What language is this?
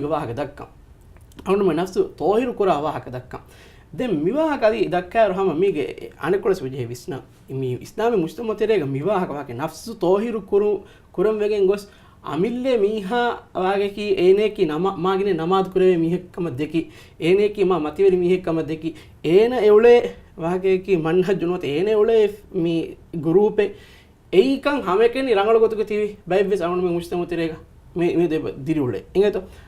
Divehi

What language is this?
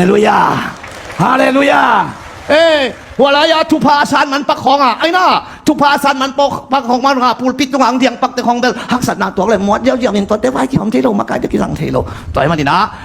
Tedim Chin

